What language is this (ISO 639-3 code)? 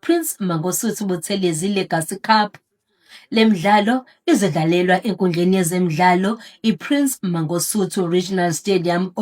zul